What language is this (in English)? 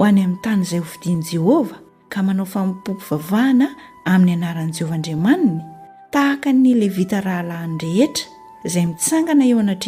Malagasy